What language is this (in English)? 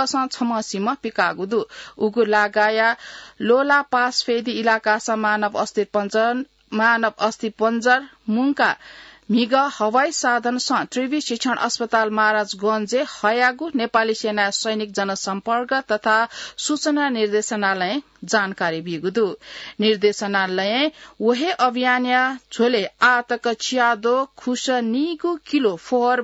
Newari